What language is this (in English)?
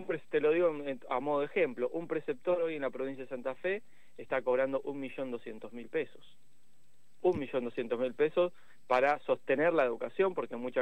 Spanish